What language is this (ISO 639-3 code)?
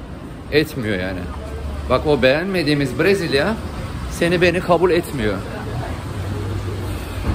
tur